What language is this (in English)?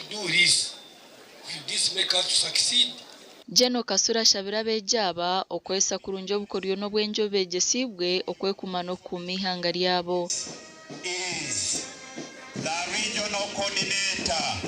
Nyankole